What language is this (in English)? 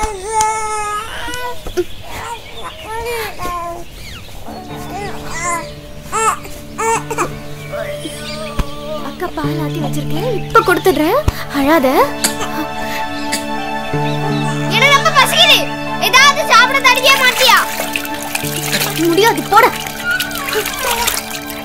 Tamil